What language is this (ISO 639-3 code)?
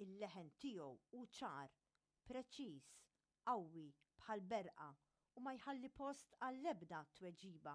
mlt